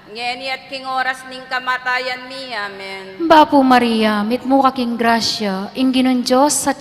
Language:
Pampanga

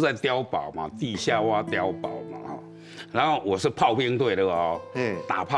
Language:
Chinese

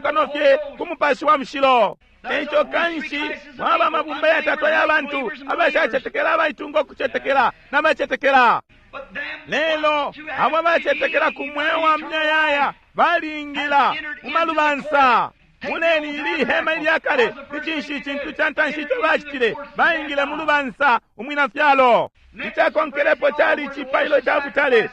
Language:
Bemba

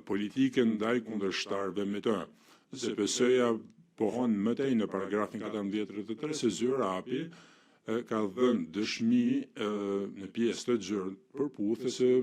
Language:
Albanian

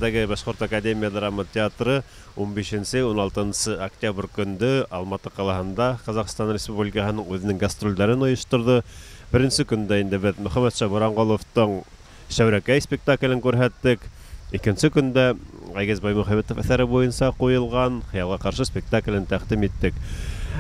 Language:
Bashkir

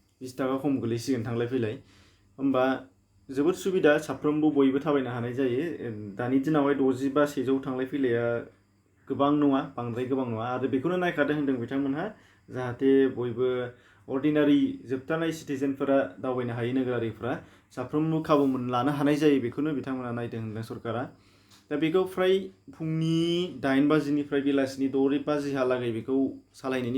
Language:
Bodo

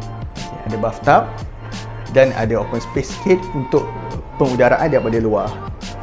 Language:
Malay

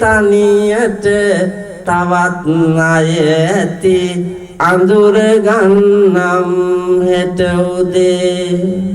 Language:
Sinhala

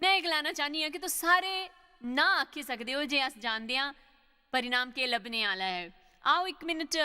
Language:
Dogri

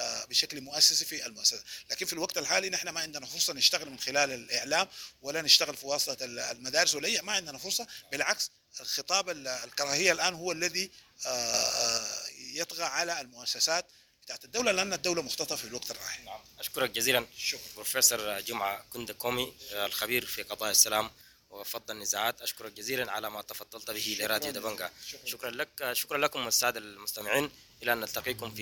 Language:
Sudanese Arabic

